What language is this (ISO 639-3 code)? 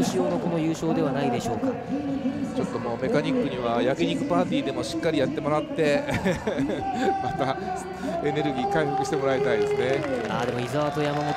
jpn